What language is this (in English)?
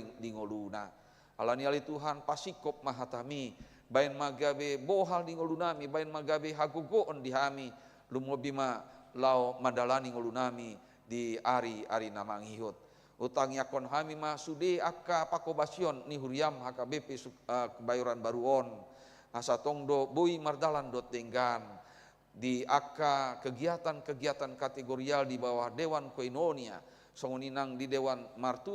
Batak Toba